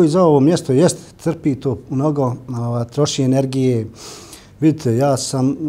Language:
Bosnian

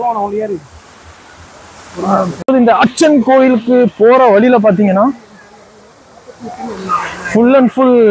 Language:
Tamil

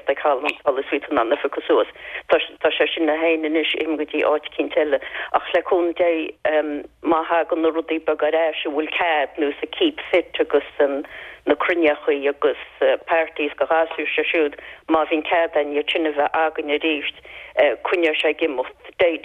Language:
Irish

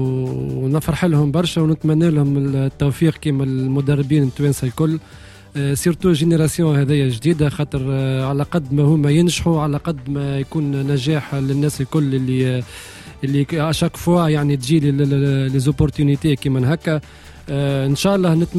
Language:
Tunisian Arabic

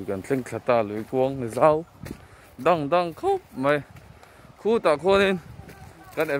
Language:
Mizo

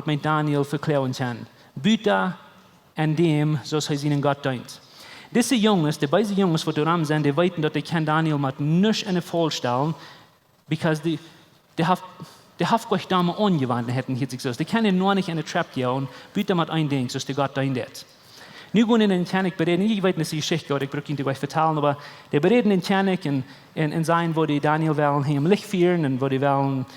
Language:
Plautdietsch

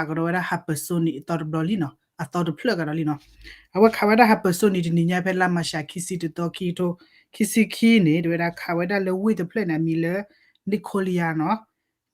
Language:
S'gaw Karen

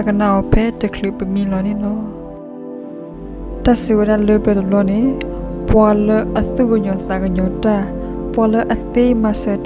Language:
S'gaw Karen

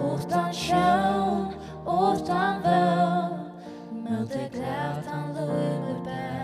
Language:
Faroese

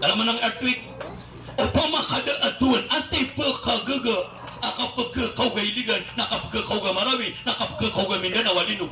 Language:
Maranao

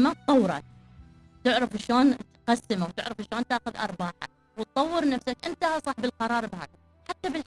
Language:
Mesopotamian Arabic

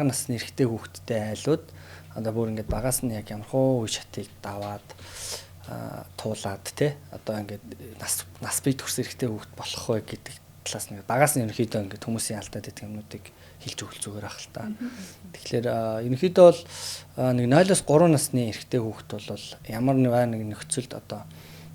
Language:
Mongolian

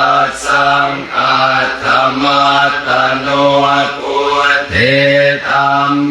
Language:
Pali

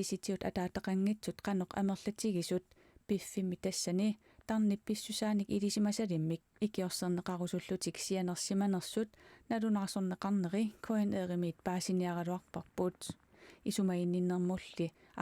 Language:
Kalaallisut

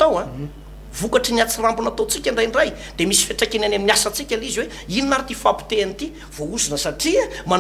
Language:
Malagasy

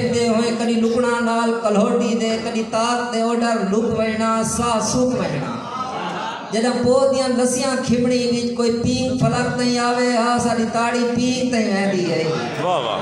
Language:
Saraiki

